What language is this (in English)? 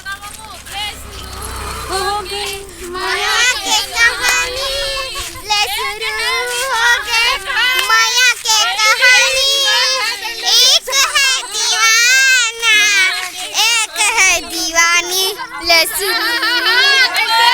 Chhattisgarhi